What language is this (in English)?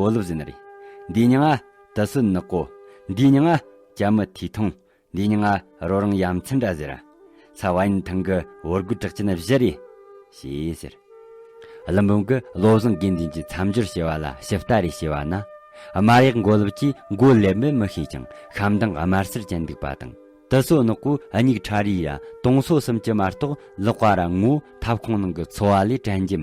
Tibetan